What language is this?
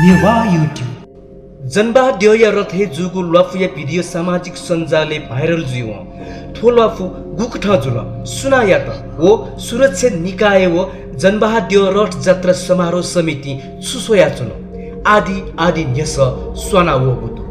Newari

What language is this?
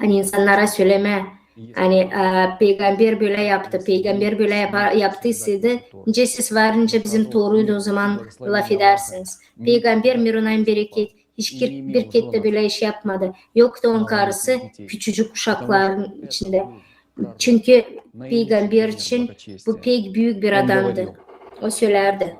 Gagauz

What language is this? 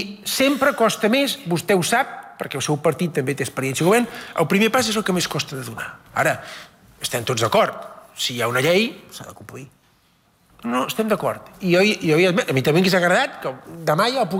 Catalan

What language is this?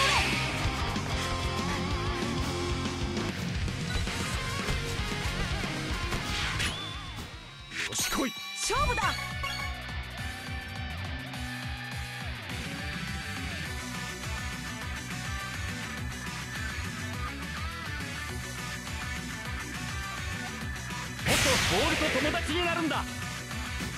Japanese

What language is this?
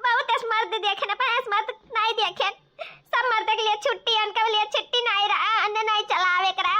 Awadhi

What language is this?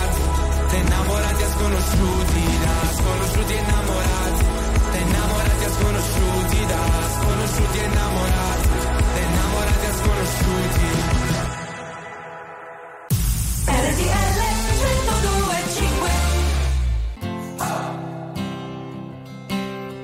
Italian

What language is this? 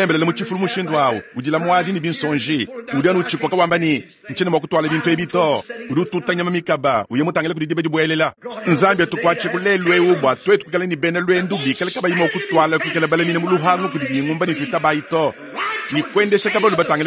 Luba-Lulua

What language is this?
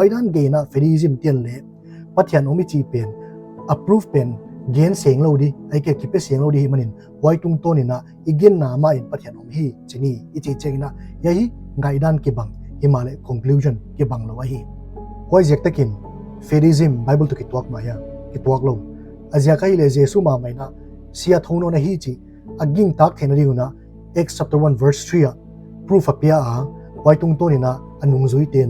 Paite Chin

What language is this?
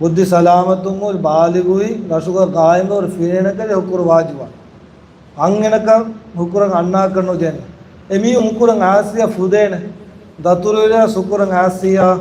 Divehi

